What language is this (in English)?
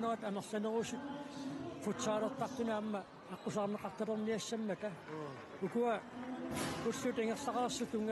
Kalaallisut